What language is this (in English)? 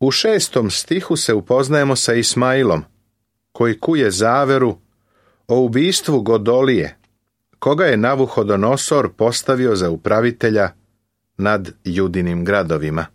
Serbian